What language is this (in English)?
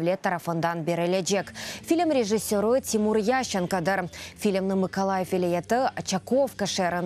Crimean Tatar